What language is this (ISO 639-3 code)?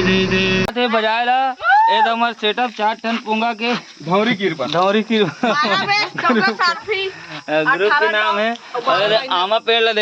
hne